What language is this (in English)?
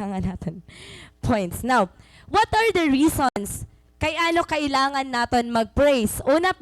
Waray